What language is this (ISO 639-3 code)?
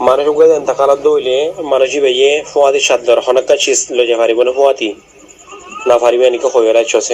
rhg